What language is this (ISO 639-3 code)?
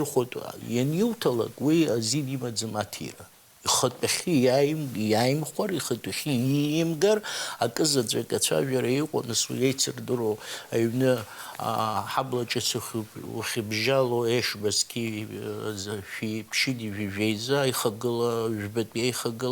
abk